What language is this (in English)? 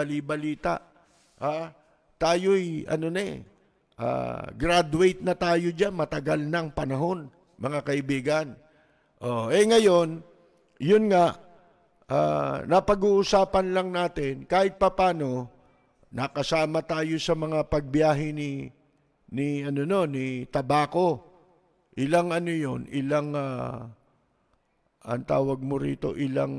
Filipino